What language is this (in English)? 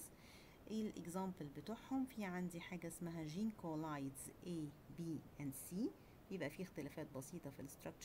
Egyptian Arabic